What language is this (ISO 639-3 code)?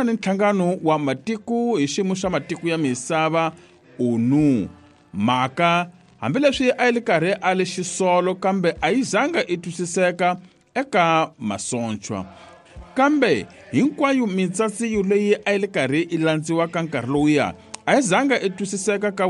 tso